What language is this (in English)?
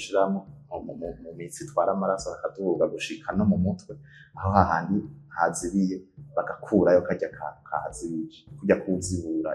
Rundi